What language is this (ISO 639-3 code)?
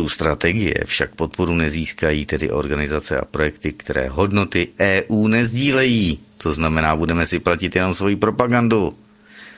ces